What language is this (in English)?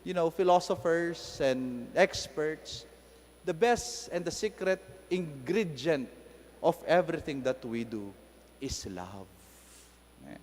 Pampanga